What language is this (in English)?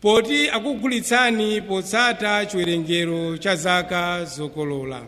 Nyanja